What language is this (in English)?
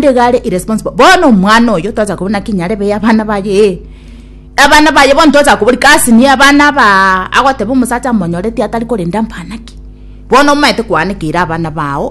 Gusii